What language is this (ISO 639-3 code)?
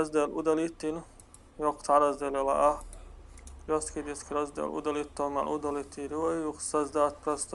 che